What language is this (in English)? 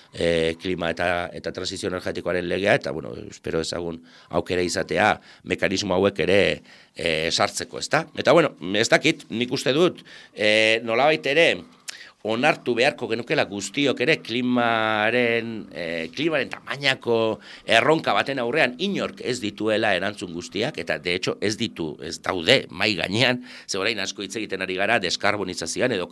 Basque